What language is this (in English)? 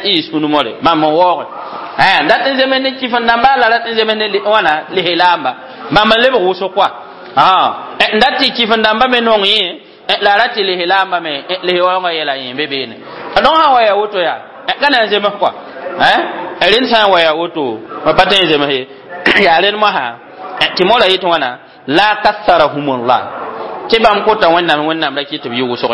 Mossi